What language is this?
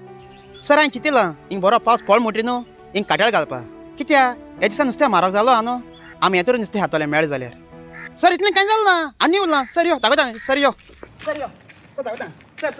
Konkani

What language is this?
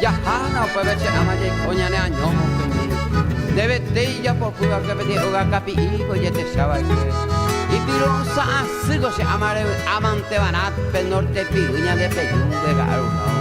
Guarani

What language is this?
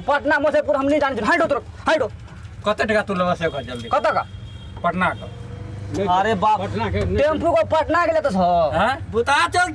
Maithili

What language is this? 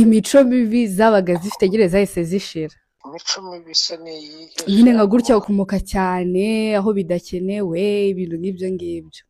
Kinyarwanda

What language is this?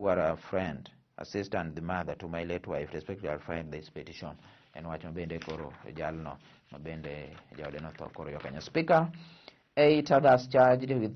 Luo (Kenya and Tanzania)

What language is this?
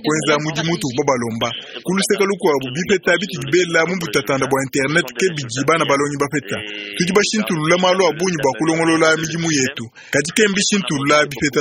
Luba-Lulua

